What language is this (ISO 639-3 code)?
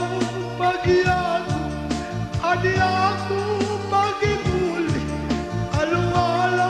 btx